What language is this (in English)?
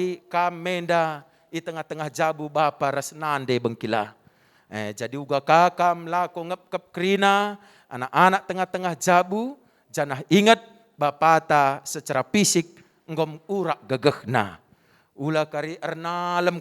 Batak Karo